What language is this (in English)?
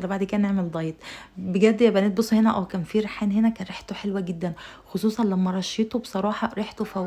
Egyptian Arabic